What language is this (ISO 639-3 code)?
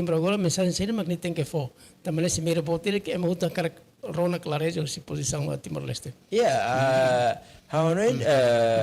tet